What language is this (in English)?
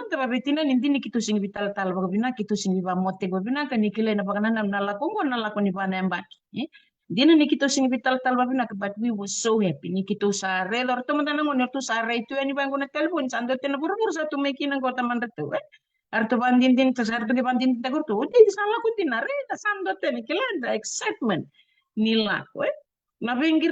Fijian